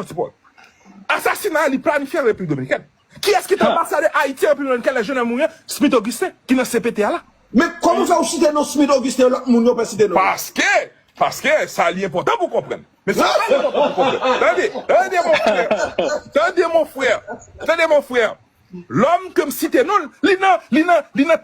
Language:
Haitian Creole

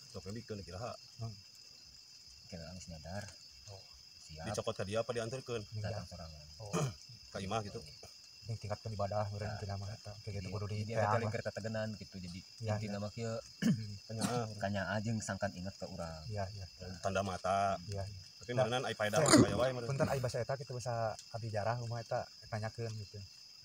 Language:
Sundanese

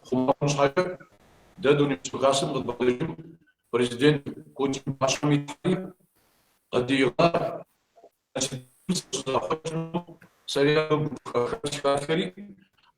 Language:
Kabardian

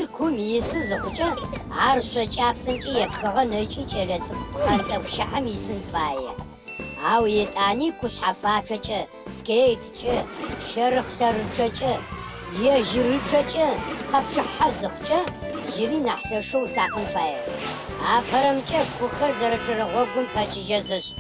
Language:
Adyghe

